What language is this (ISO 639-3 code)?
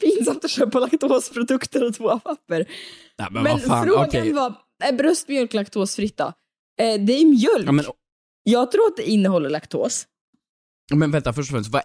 swe